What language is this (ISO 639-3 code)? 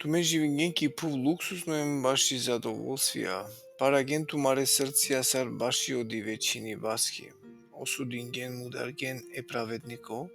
rmn